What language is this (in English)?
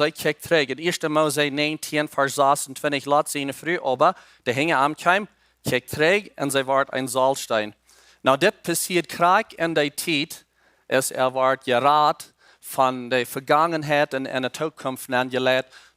Plautdietsch